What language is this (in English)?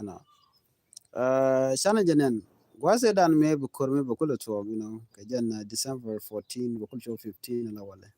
Nuer